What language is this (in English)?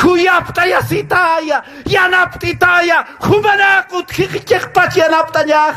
Aymara